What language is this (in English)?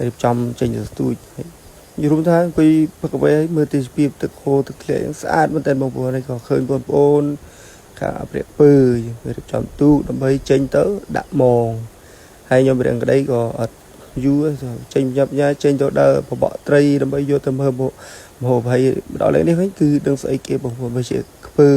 Khmer